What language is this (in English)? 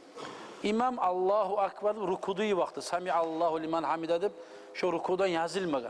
Kumyk